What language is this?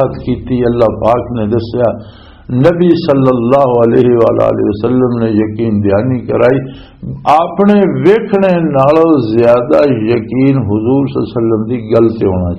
Western Panjabi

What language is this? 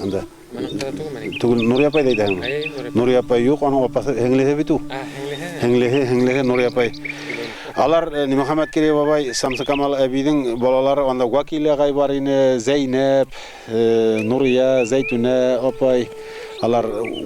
Bashkir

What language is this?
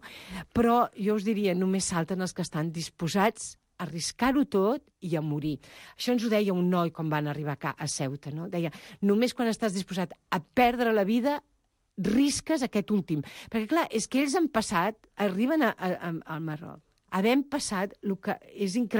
Catalan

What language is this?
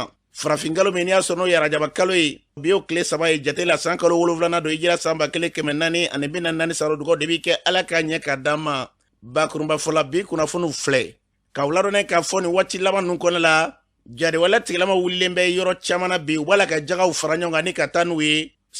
Bambara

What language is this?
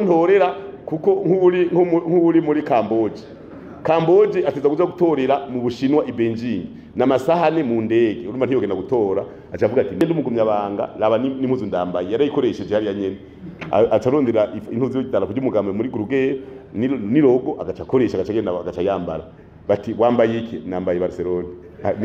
Rundi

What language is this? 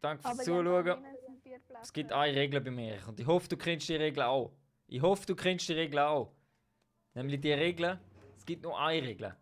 Swiss German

